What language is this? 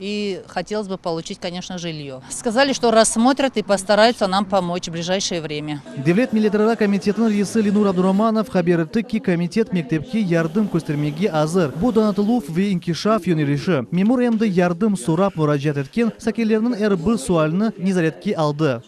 Crimean Tatar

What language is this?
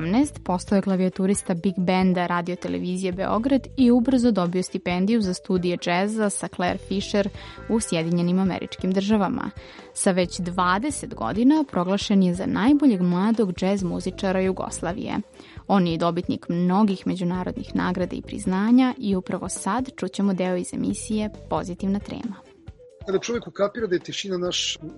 Serbian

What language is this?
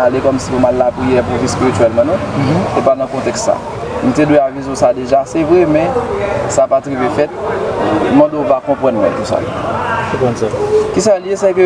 Haitian Creole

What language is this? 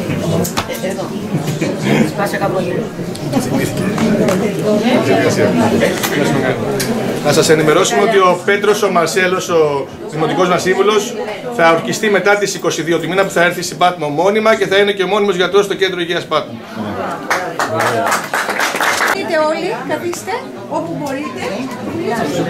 Greek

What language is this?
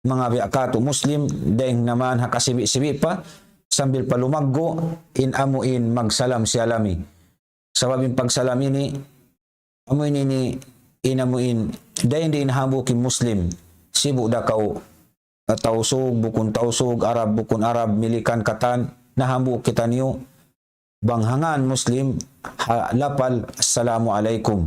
Tausug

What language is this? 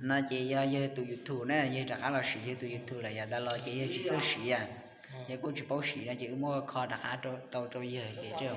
Hmong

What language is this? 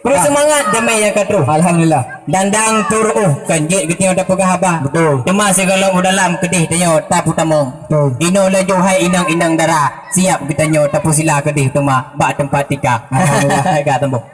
Achinese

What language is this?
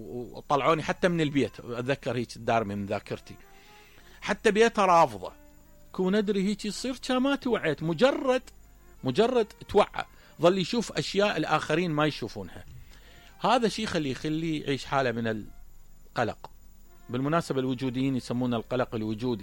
Mesopotamian Arabic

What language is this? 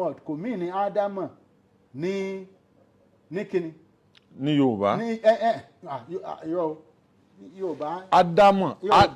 Yoruba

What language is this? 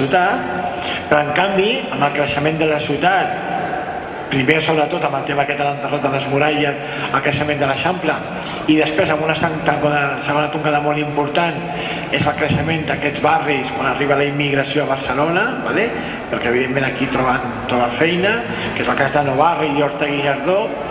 Catalan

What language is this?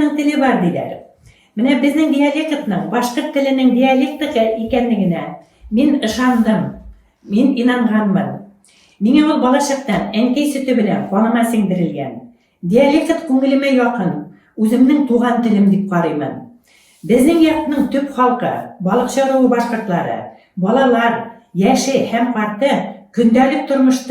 Bashkir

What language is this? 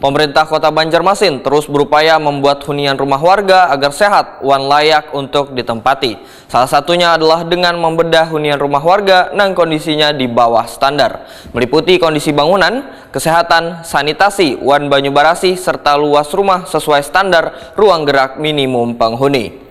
Banjar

